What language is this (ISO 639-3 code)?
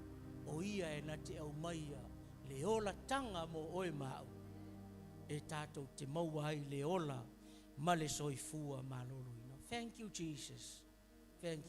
smo